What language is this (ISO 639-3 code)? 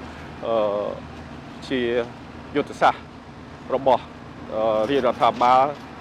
khm